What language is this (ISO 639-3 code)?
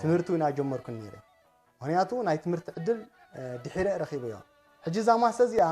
tir